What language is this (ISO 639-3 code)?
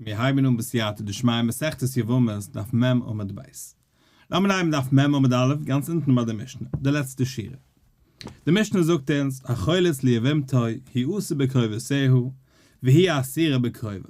yid